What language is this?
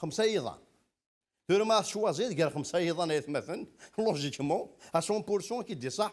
Kabyle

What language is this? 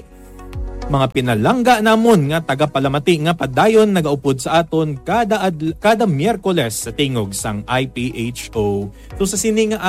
Hiligaynon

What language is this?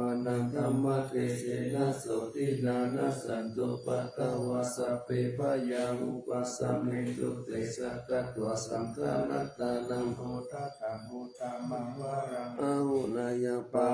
Pali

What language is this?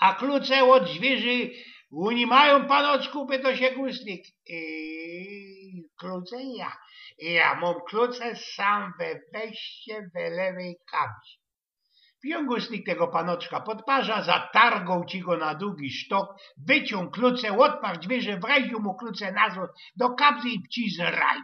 Silesian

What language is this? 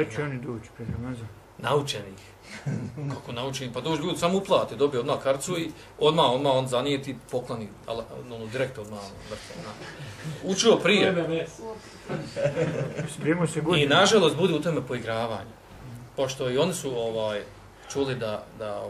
Bosnian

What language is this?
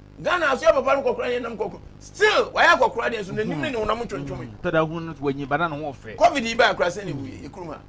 Akan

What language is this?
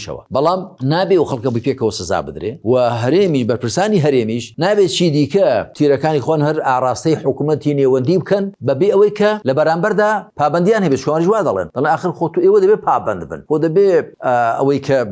Central Kurdish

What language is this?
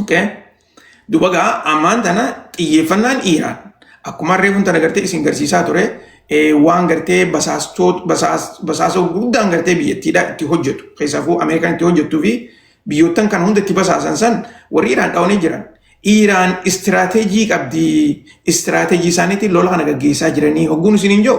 Oromo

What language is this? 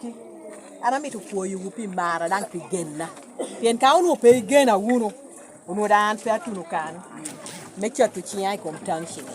Lango (Uganda)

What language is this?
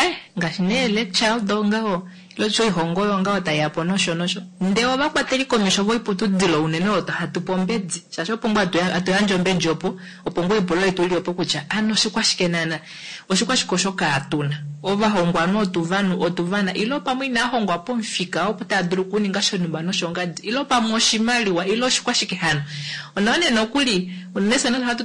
Kuanyama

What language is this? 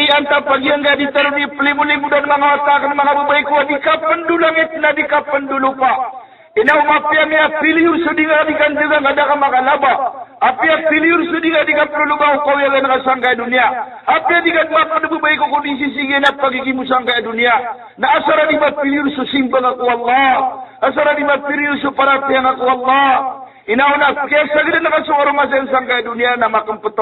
Maranao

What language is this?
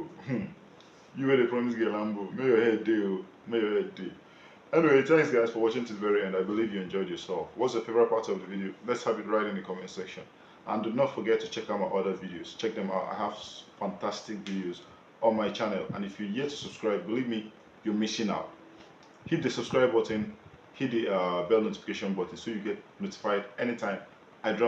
Nigerian Pidgin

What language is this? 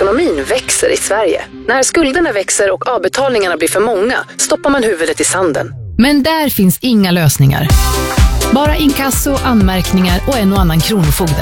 Swedish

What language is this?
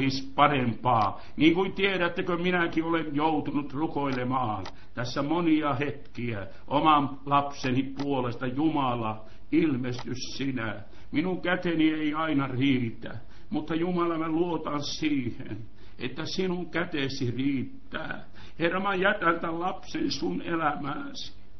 Finnish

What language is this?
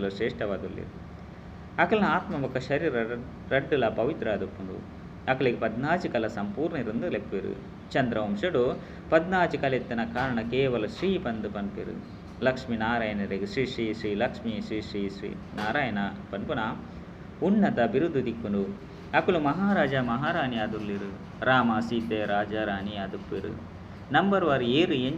Tulu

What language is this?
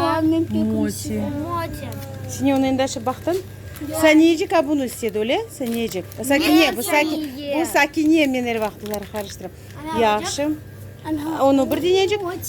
Crimean Tatar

